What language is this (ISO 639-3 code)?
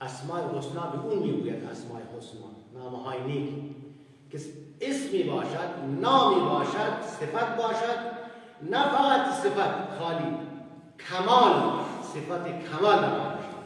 fas